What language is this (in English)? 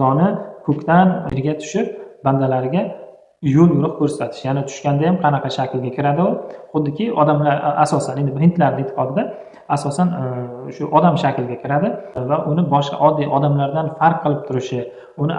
Uzbek